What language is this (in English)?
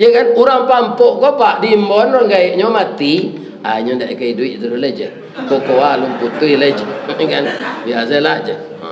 Minangkabau